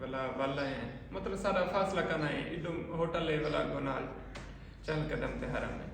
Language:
Saraiki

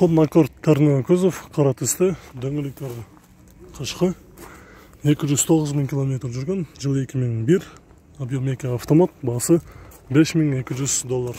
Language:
Kyrgyz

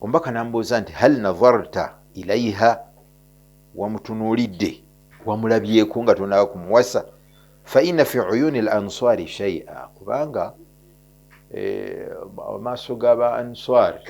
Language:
Ganda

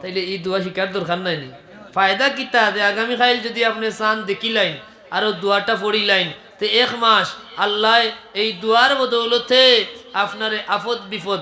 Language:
Sylheti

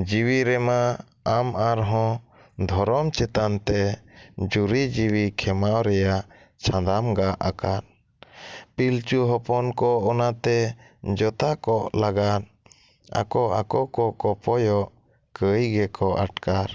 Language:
Santali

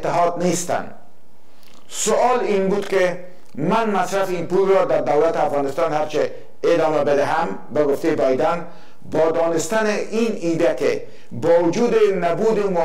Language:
Persian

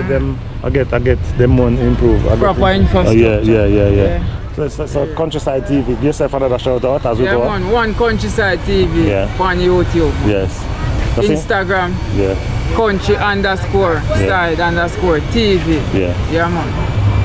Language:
Jamaican Creole English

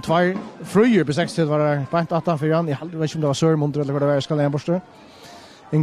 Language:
Faroese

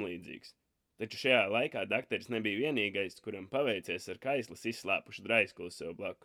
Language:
Latvian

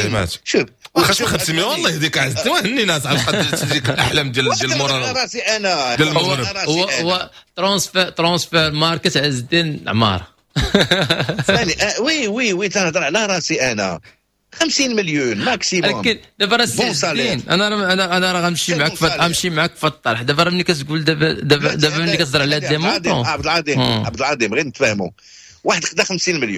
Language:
Moroccan Arabic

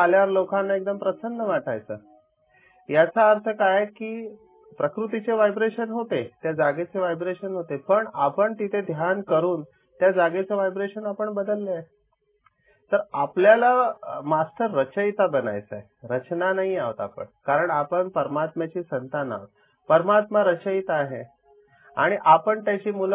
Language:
Marathi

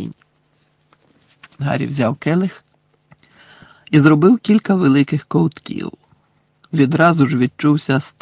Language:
Ukrainian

